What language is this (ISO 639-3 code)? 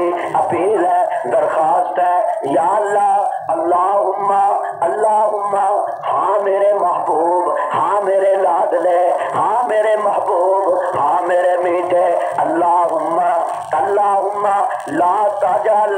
urd